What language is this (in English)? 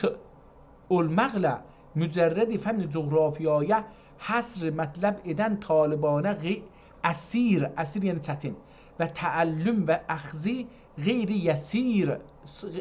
South Azerbaijani